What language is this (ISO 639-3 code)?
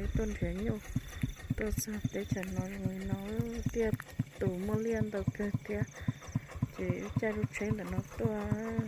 hmn